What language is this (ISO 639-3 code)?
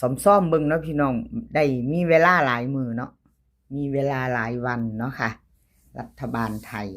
tts